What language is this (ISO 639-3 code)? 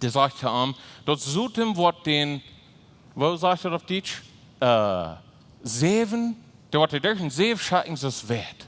pdt